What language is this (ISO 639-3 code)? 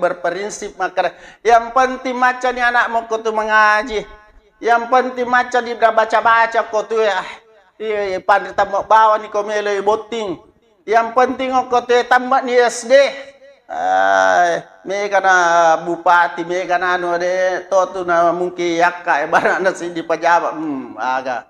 bug